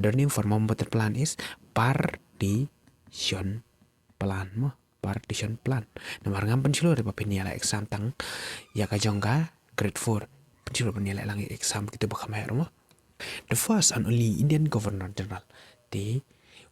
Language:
Khasi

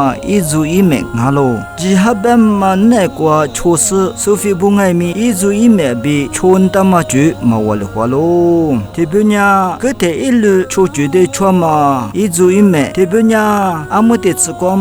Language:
Lisu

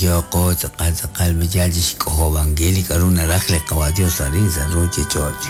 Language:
Kekchí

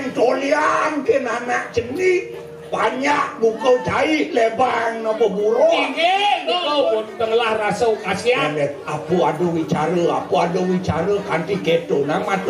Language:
Balinese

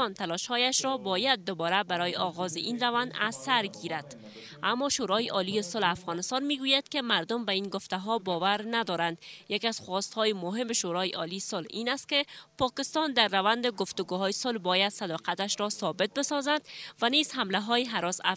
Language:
Persian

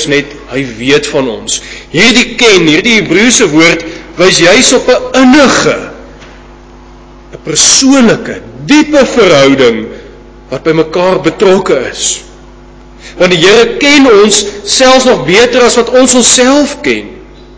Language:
Afrikaans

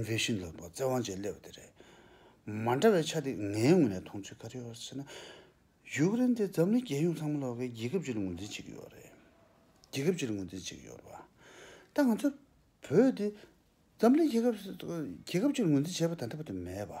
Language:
Tibetan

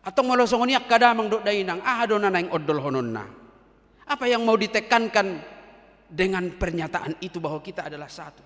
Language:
Batak Toba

